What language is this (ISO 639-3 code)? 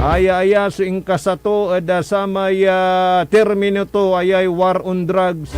pag